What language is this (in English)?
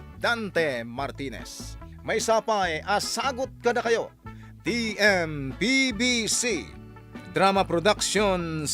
Iloko